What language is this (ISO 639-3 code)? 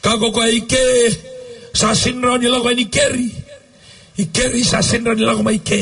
fij